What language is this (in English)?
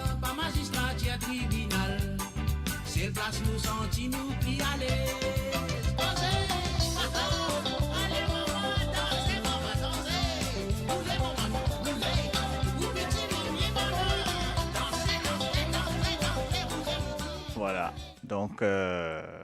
Morisyen